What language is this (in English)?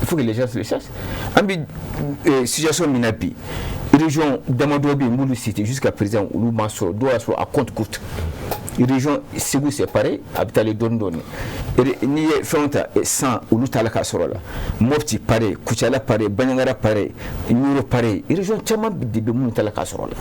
Bambara